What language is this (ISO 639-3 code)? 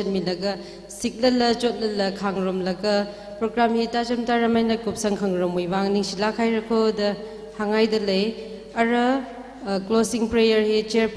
nmf